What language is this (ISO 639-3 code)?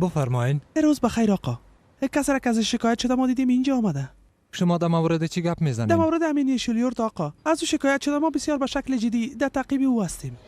fas